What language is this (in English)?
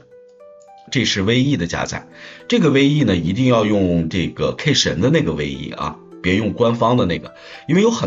Chinese